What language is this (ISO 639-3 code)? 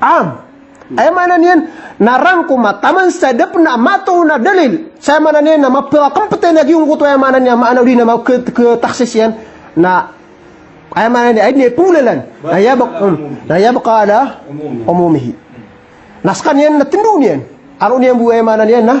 mrw